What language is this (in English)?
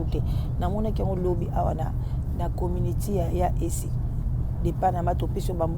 Lingala